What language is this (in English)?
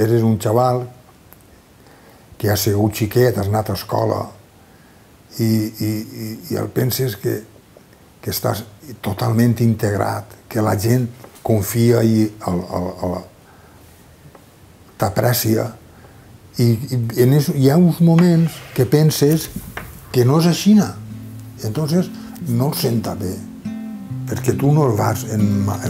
Catalan